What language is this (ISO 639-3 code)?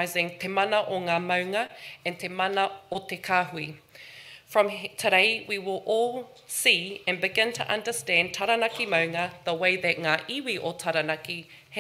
mri